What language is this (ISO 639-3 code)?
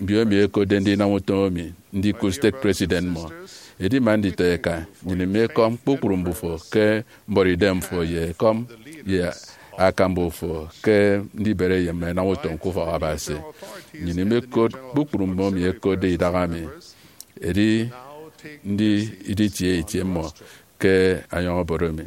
efi